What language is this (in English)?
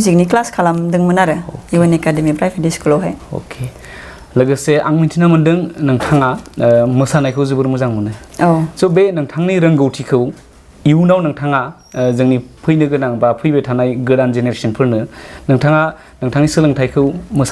Bodo